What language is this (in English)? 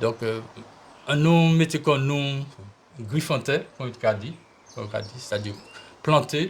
Guadeloupean Creole French